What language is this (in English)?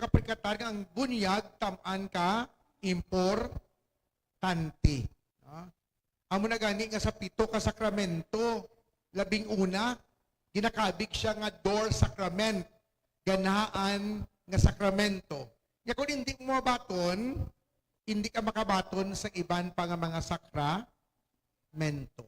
Hiligaynon